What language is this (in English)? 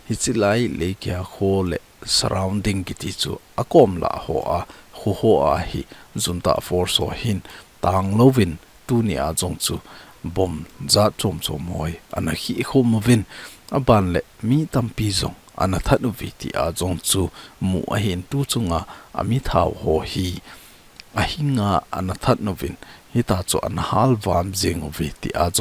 Thado Chin